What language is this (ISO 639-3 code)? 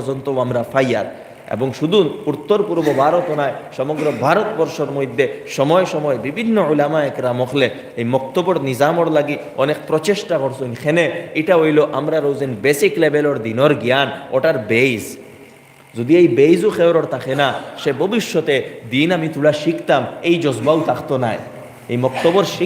syl